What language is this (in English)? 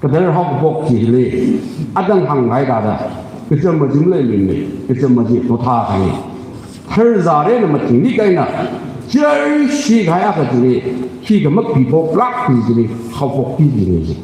Tangkhul Naga (India)